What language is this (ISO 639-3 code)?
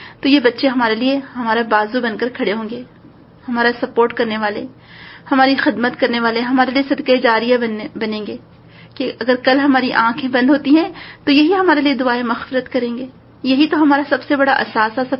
urd